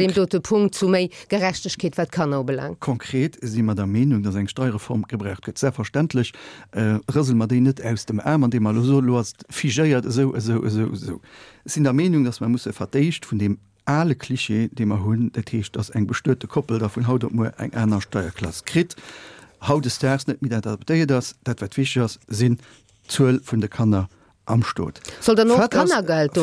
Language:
Luxembourgish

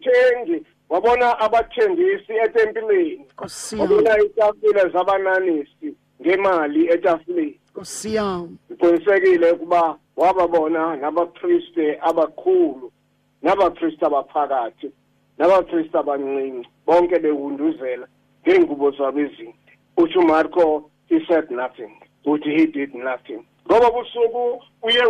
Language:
Xhosa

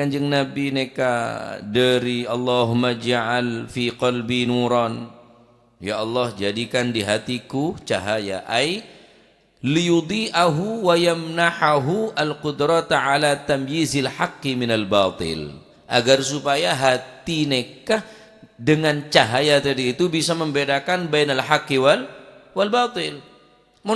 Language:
Madurese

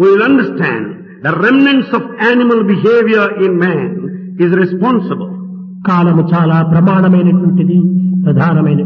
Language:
Telugu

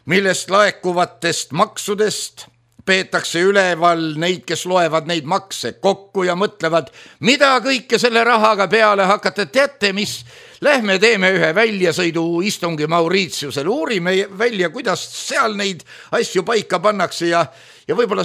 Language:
Estonian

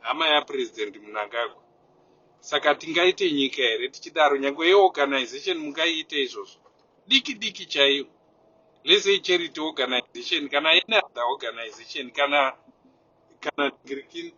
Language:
Shona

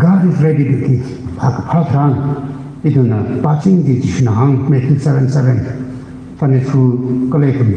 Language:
Tangkhul Naga (India)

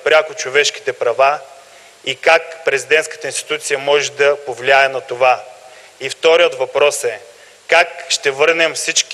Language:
Bulgarian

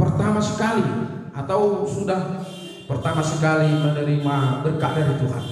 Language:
Batak Toba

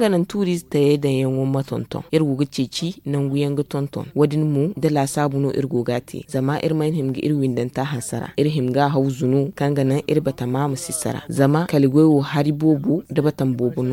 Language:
Zarma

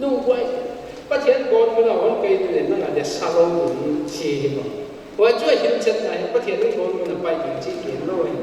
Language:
Paite Chin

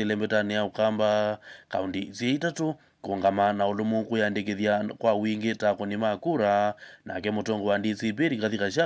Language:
Kamba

